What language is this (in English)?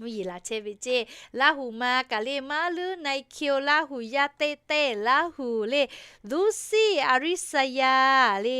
Lahu